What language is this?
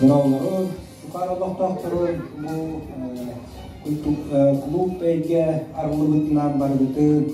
Yakut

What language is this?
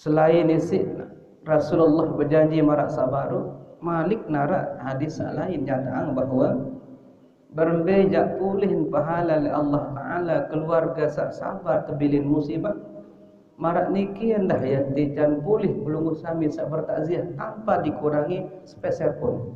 Sasak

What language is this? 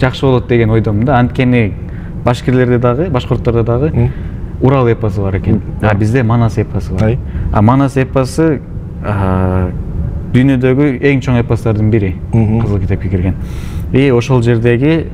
Bashkir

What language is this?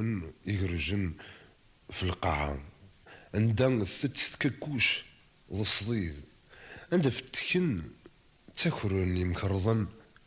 Kabyle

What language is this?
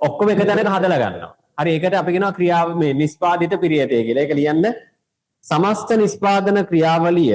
Sinhala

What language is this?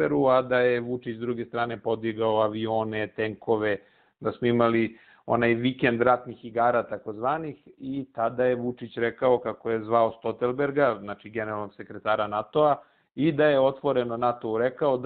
Serbian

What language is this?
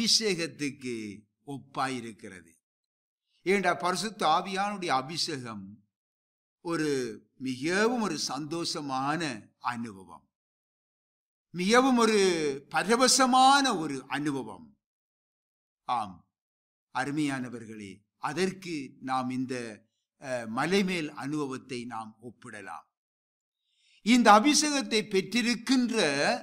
Tamil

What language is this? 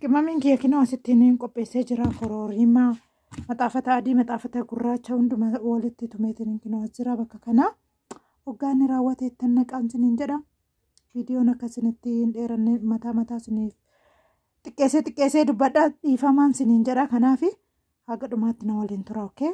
Oromo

